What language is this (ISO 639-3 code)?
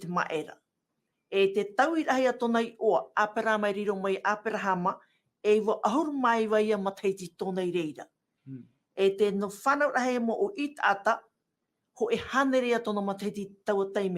tah